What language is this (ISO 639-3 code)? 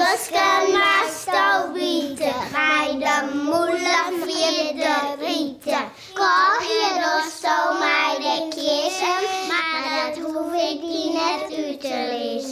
fry